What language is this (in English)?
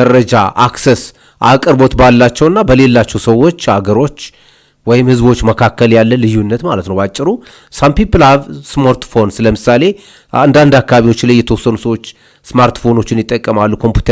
Amharic